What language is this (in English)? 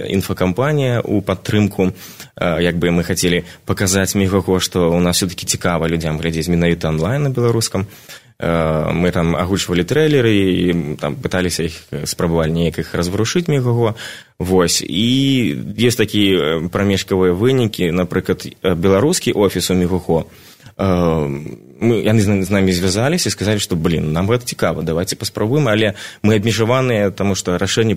Belarusian